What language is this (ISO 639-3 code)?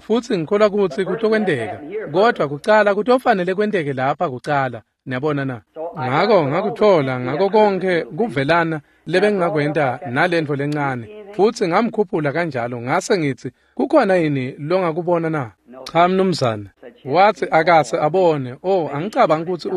ssw